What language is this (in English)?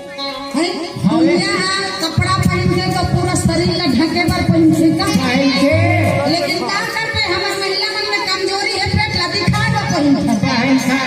Chhattisgarhi